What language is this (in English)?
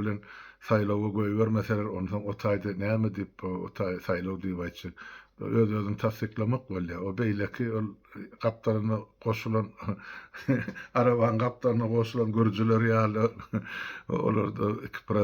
Turkmen